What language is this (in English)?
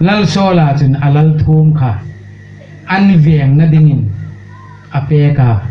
Hmar